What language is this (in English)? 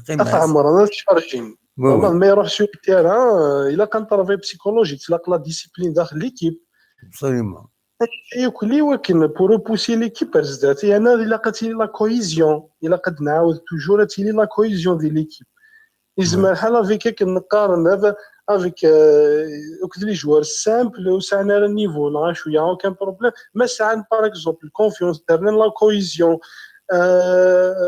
Kabyle